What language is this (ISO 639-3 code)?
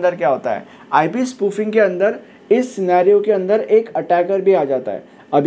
hin